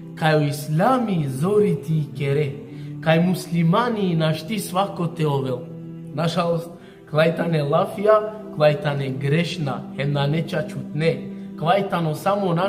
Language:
Balkan Romani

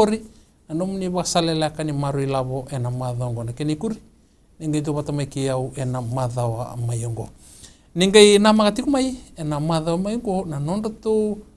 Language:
Fijian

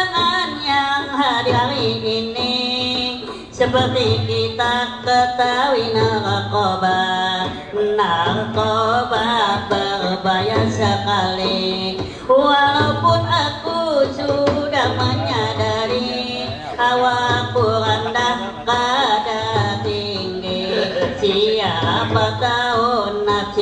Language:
Banjar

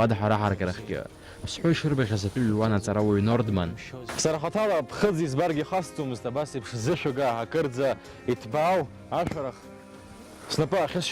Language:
Abkhazian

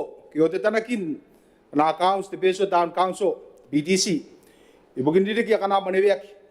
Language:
Gilbertese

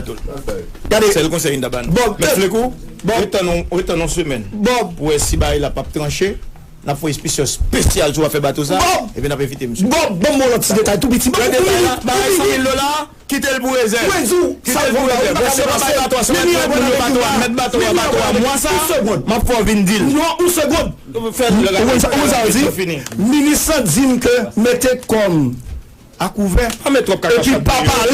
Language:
Haitian Creole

